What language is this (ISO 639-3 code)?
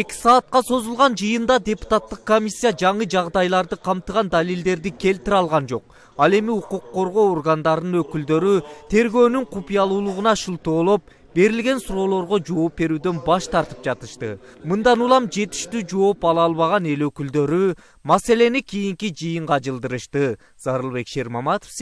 kir